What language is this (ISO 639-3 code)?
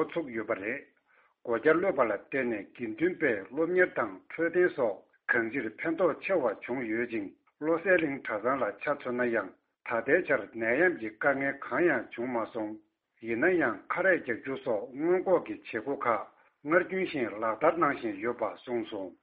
bod